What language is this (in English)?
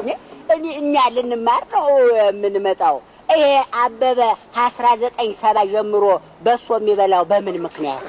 Amharic